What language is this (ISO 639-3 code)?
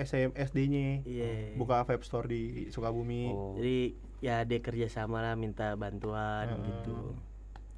ind